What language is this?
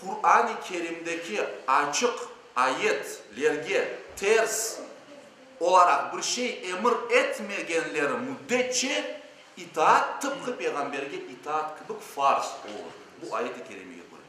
Crimean Tatar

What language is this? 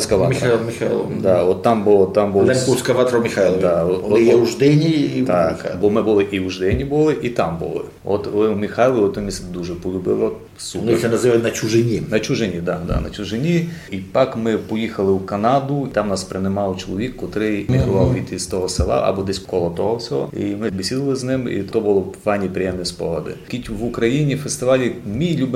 Rusyn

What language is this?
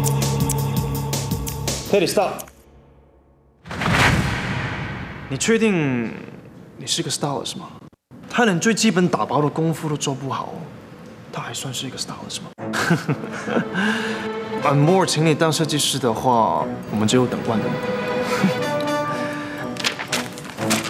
Chinese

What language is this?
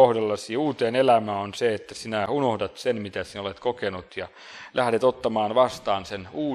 Finnish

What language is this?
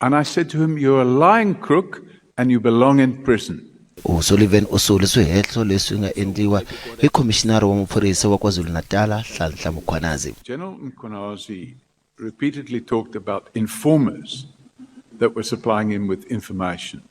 Tsonga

